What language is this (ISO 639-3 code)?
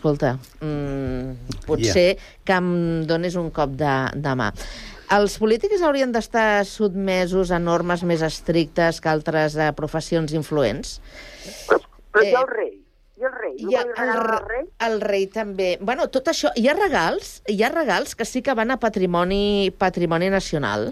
cat